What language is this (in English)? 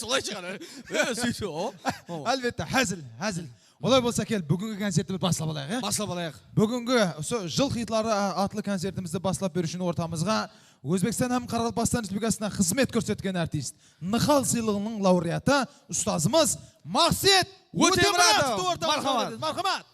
Kara-Kalpak